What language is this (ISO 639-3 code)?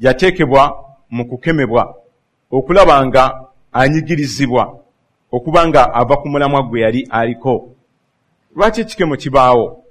lug